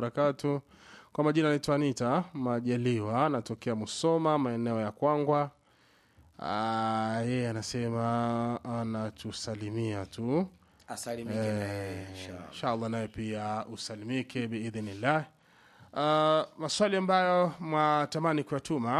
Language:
Swahili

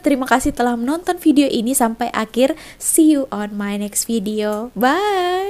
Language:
Indonesian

